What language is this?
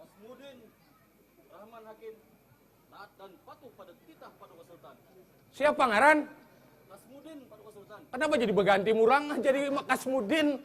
Banjar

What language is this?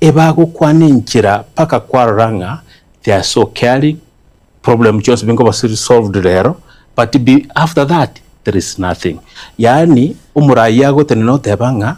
Gusii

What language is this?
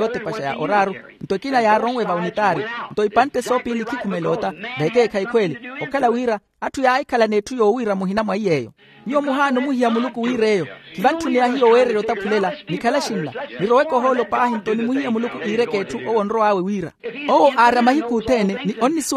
Makhuwa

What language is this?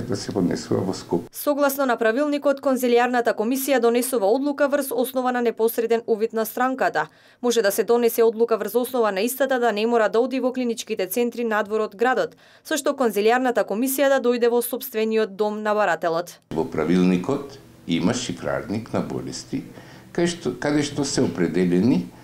Macedonian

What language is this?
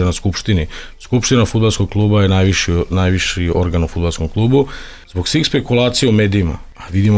Serbian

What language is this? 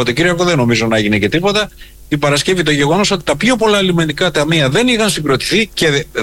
Greek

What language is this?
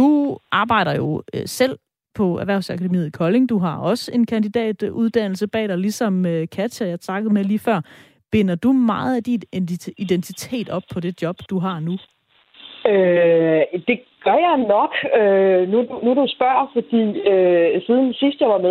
Danish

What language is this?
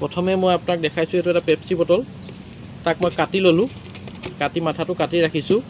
Assamese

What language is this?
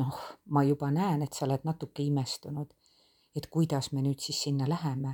Estonian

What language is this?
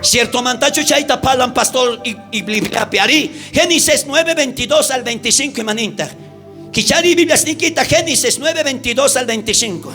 South Bolivian Quechua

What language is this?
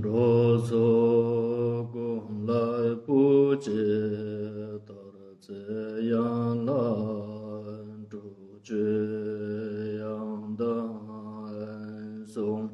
Ladakhi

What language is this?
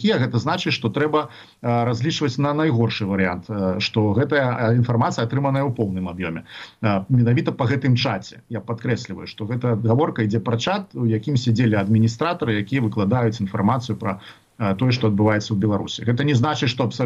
Belarusian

